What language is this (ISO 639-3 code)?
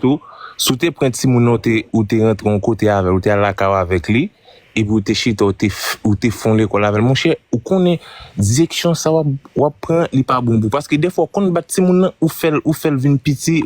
hat